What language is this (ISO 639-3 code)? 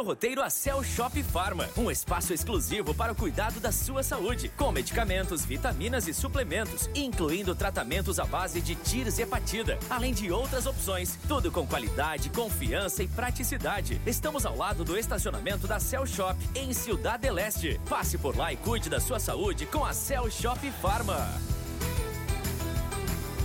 por